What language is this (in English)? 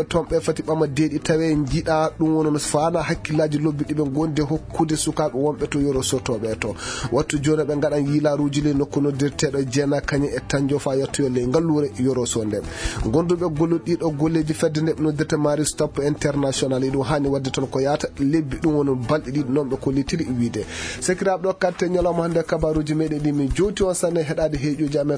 Fula